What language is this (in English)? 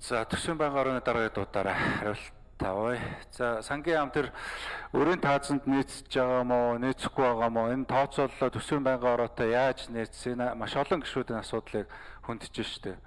Mongolian